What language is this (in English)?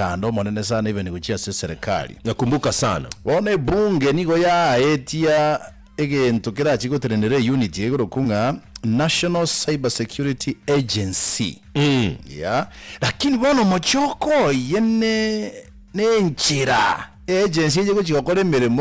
Gusii